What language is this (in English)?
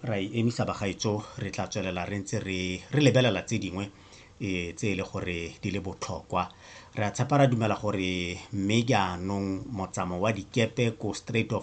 Tswana